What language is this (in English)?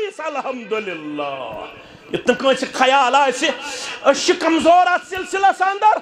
Kashmiri